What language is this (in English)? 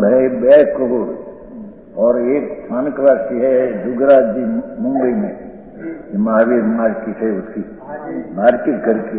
Hindi